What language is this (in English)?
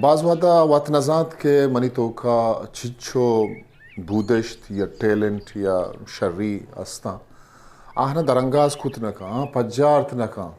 Eastern Balochi